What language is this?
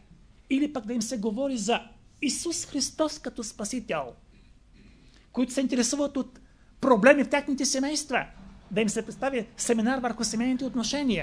Bulgarian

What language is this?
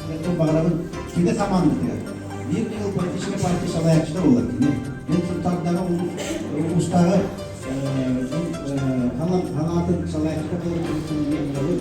Yakut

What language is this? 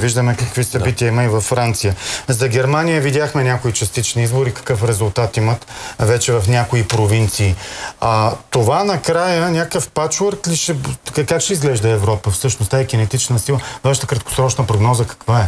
Bulgarian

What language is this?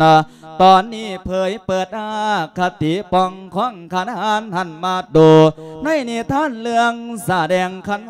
Lao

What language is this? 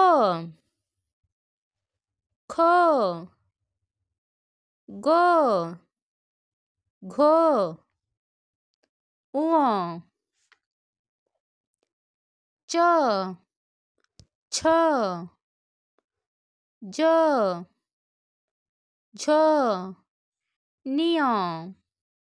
Odia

